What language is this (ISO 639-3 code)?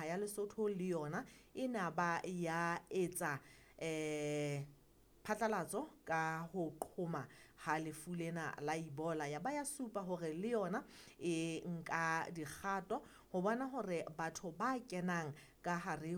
sot